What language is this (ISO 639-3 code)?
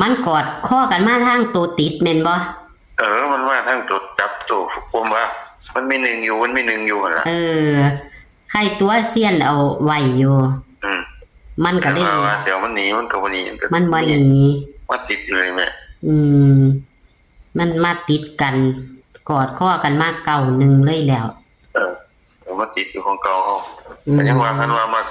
tts